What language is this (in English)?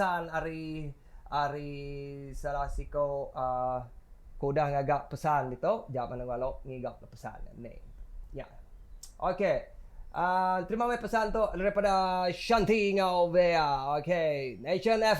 Iban